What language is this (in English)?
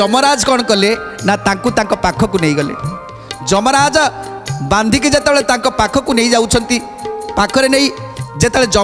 Odia